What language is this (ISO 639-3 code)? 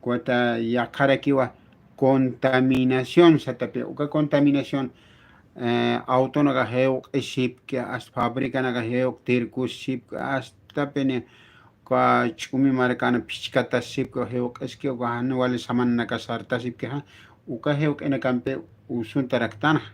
aym